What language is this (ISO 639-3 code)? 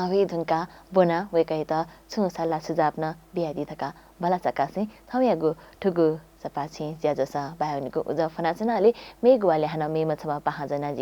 new